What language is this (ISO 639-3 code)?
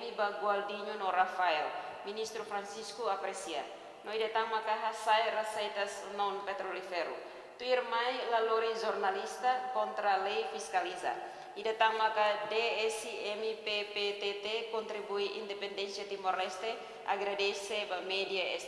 tet